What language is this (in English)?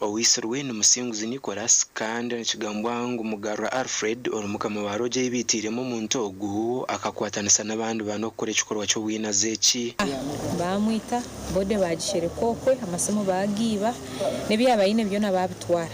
Nyankole